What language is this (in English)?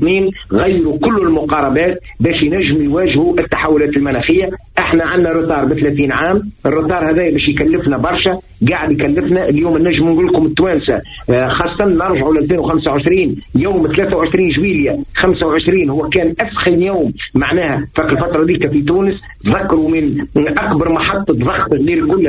Tunisian Arabic